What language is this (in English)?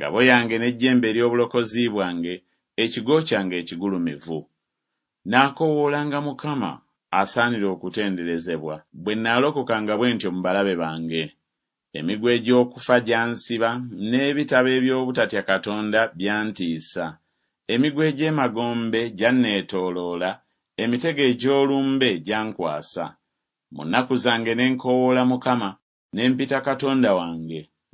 Ganda